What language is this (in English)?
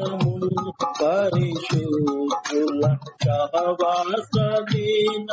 Telugu